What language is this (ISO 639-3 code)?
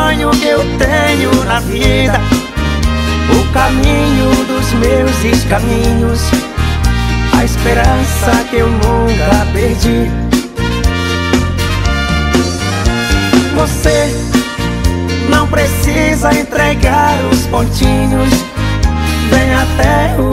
por